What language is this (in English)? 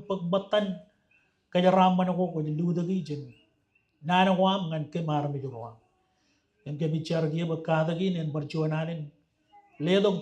Marshallese